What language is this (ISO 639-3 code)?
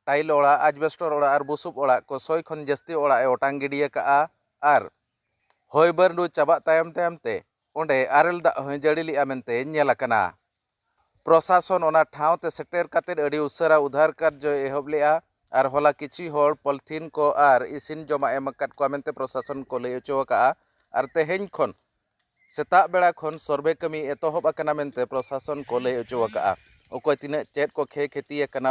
sat